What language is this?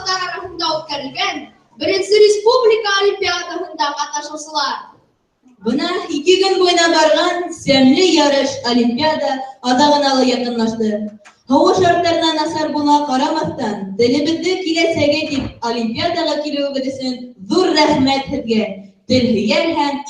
Bashkir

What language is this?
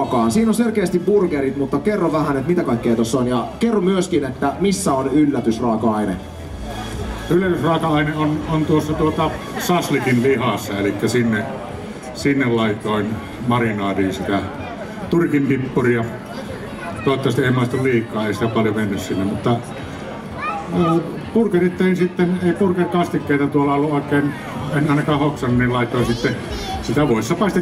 Finnish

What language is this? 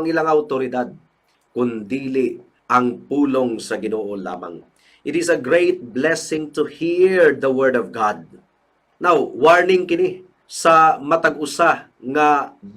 Cebuano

